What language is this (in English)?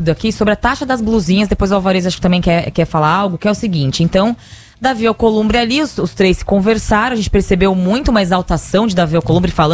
Portuguese